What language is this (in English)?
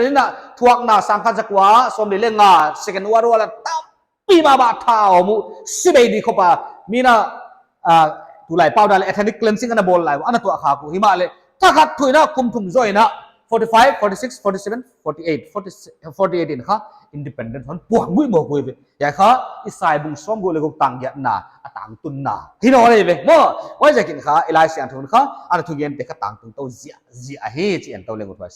Paite Chin